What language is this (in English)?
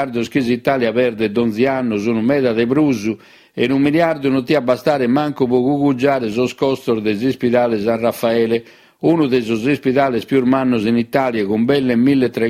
Sardinian